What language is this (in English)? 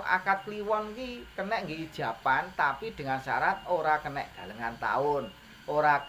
Javanese